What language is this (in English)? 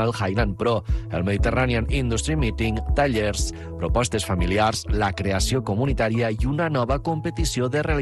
Catalan